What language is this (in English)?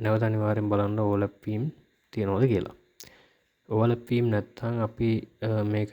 Sinhala